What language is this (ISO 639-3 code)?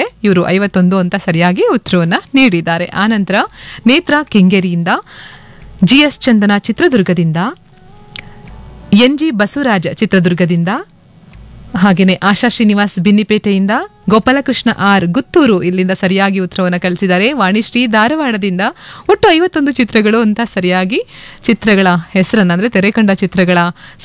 kan